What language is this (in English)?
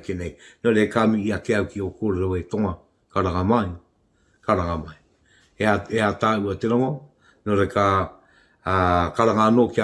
Māori